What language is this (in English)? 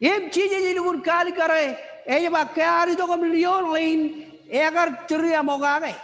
Marshallese